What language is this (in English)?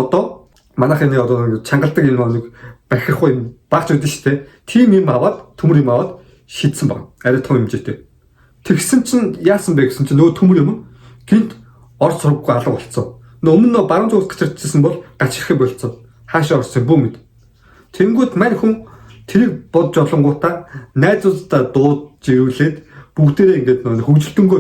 Mongolian